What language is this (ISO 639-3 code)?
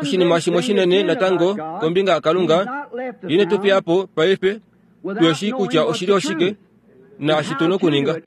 kua